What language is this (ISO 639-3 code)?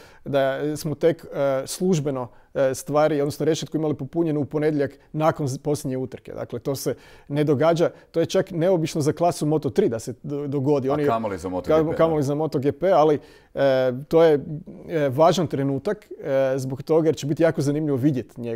hrv